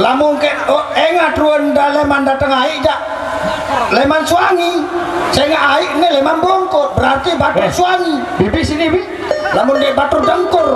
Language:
Sasak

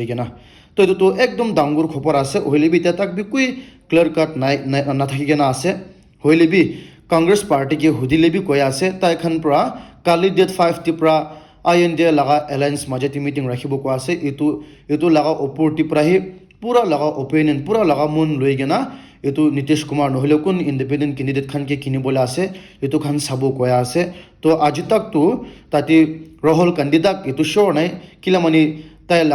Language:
Naga Pidgin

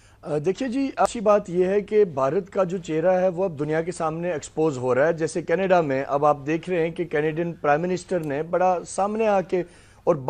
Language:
Urdu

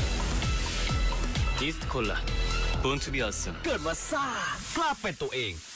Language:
Thai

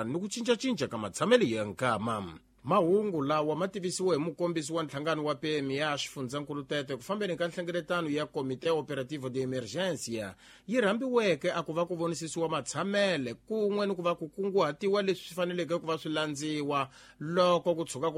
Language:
Tsonga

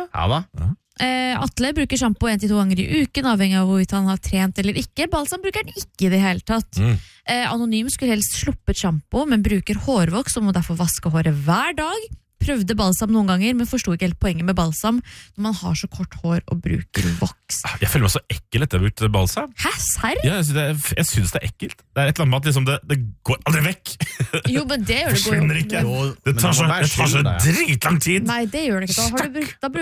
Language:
Norwegian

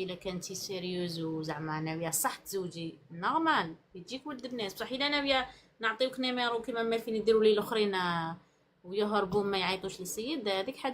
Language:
Algerian Arabic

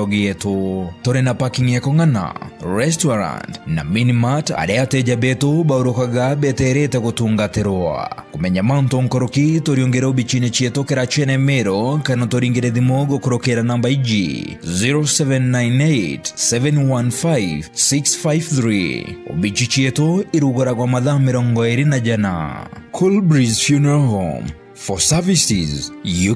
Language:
Meru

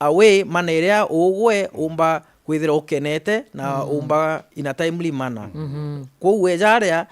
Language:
Meru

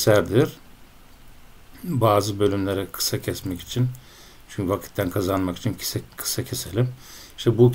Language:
Turkish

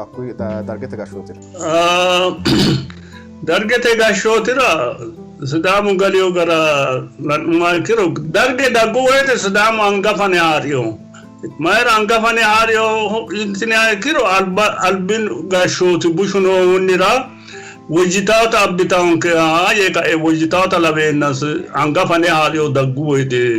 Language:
Sidamo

